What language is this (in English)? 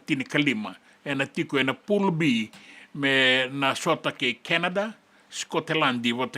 Fijian